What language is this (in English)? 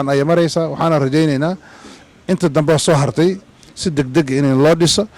Somali